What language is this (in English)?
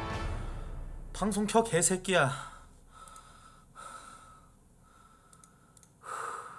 Korean